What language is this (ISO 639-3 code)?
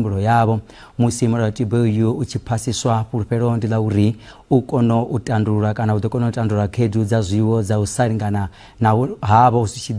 ven